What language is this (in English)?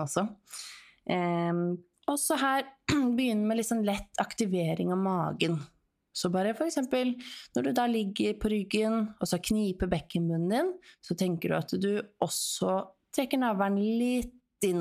Norwegian